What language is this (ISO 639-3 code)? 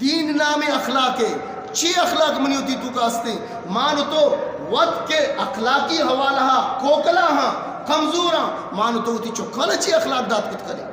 bgp